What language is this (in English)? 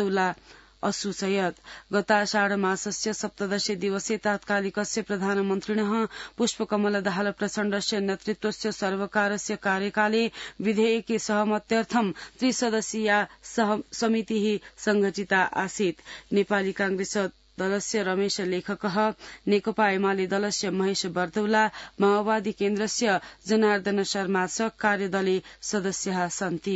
Sanskrit